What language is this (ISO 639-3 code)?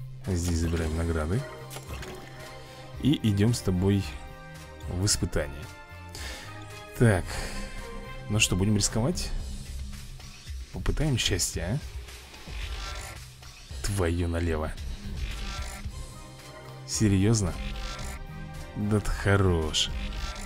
rus